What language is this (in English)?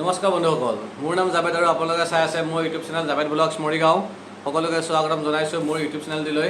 Assamese